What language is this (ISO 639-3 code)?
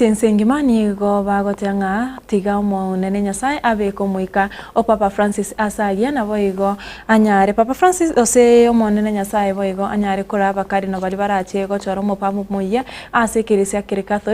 guz